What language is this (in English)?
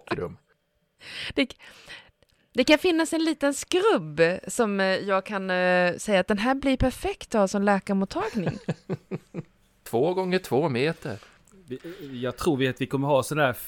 Swedish